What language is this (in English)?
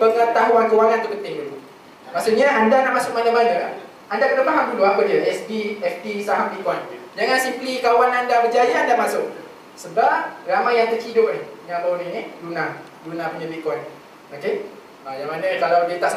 Malay